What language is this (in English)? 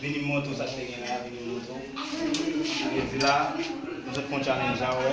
Haitian Creole